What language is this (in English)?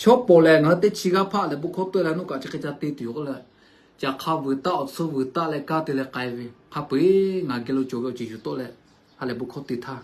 Lahu